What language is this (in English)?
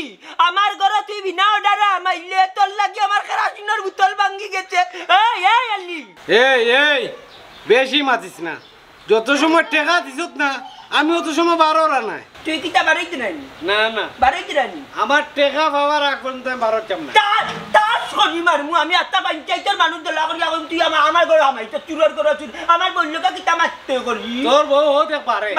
Sylheti